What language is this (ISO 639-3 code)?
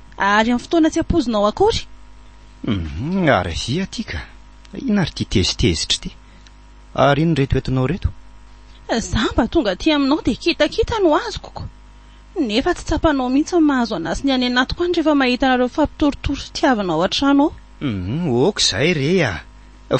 mlg